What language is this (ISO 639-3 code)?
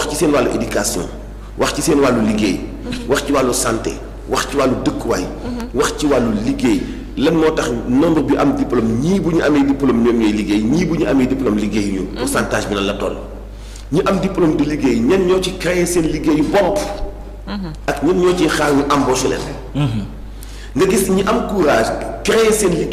wol